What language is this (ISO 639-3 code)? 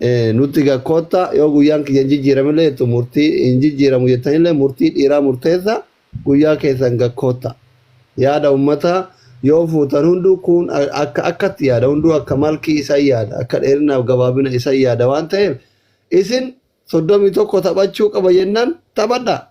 orm